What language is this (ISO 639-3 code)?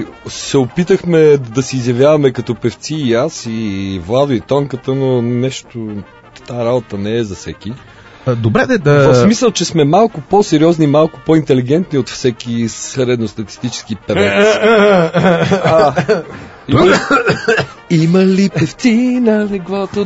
bul